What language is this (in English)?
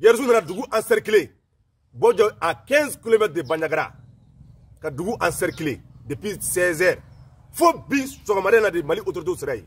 Bambara